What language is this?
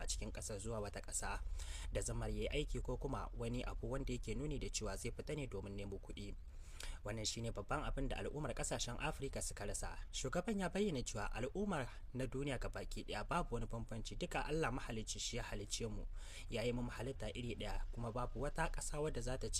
Hausa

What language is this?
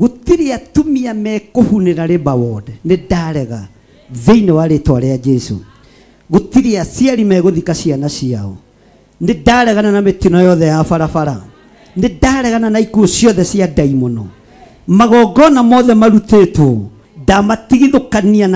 Kikuyu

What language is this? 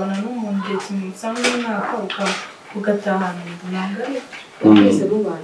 Kinyarwanda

